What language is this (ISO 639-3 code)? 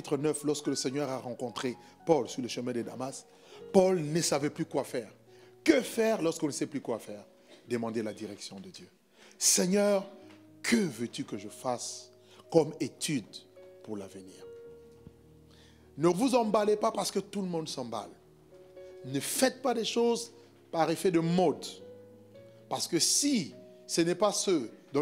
fra